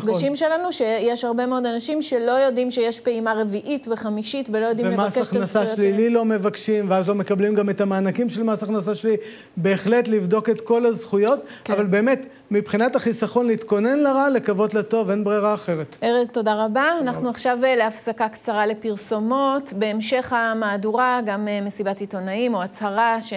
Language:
Hebrew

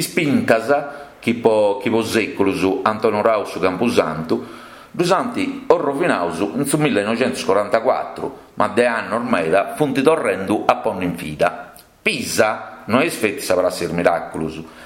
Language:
Sardinian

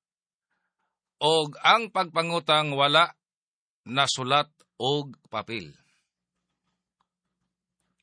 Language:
Cebuano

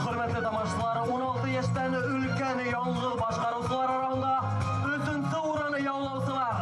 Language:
Bashkir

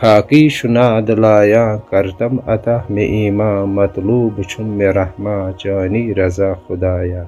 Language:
Kashmiri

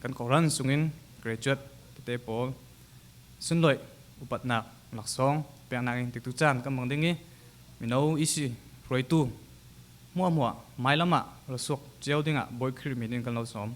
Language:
Falam Chin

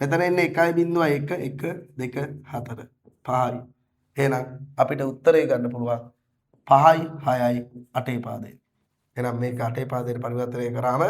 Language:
Sinhala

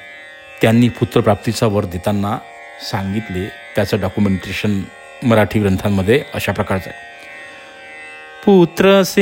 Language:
Marathi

